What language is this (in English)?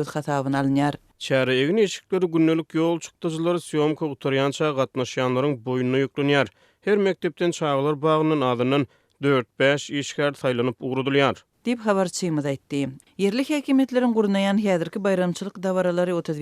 Turkmen